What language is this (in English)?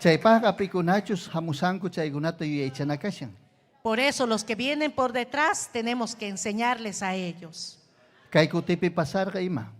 Ayacucho Quechua